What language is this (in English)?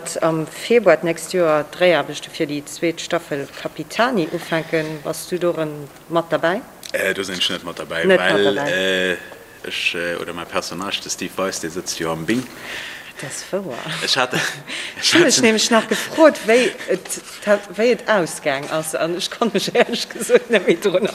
Luxembourgish